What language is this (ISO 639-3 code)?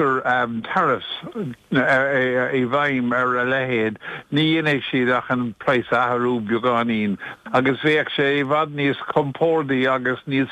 gle